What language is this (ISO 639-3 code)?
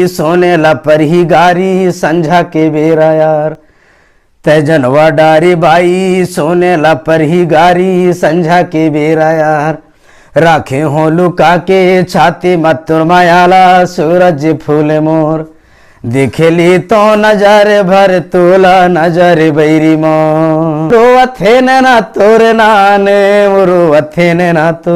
hne